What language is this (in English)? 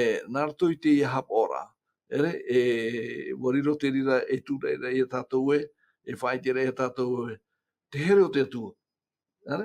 Tahitian